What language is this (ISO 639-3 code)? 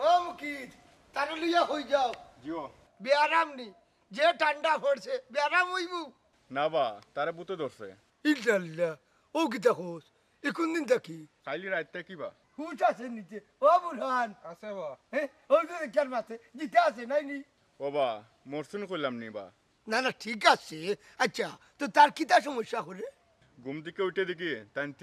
syl